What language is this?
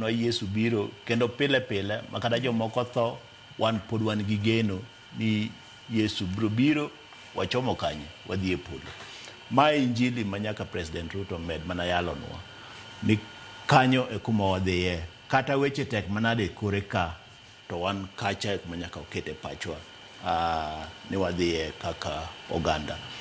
Luo (Kenya and Tanzania)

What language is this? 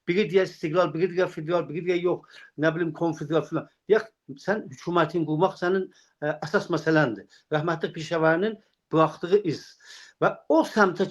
South Azerbaijani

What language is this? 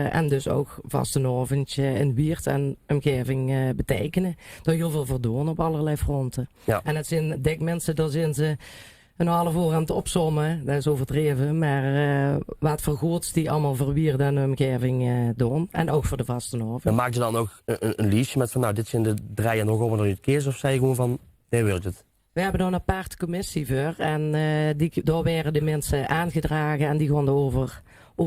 Limburgish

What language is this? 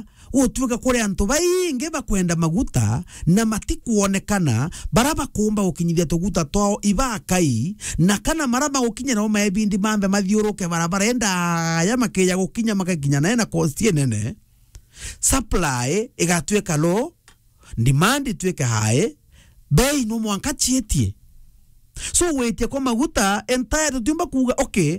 Meru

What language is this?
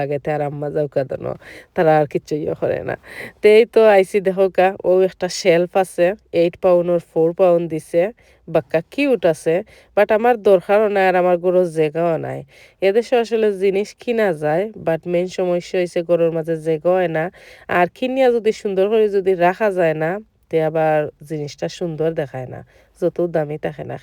Sylheti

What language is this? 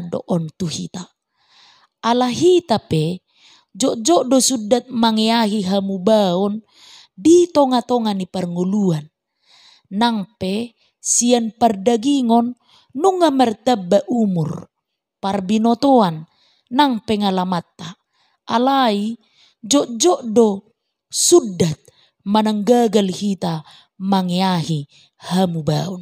Batak Toba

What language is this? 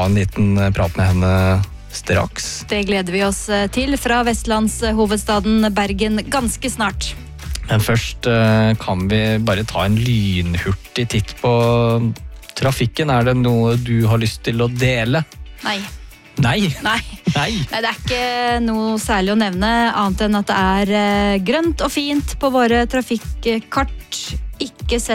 Norwegian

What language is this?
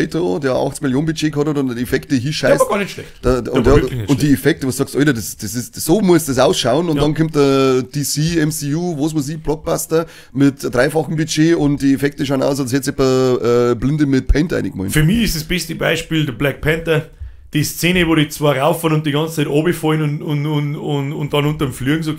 Bavarian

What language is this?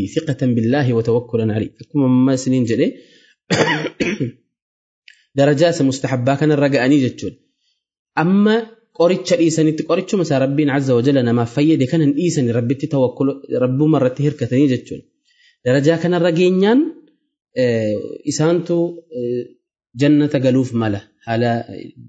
Oromo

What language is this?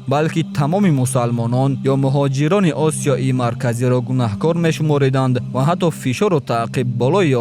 Tajik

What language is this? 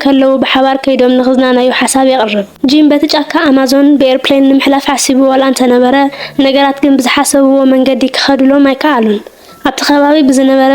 Tigrinya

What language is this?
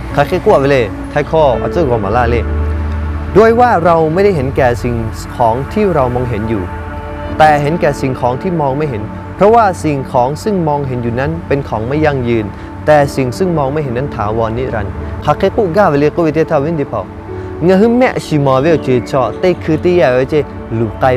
Lahu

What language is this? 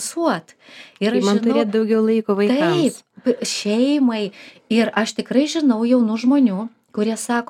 Lithuanian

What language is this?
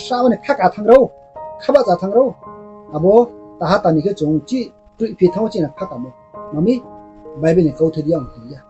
Riang (India)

